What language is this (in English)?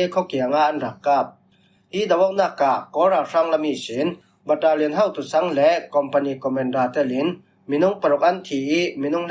Falam Chin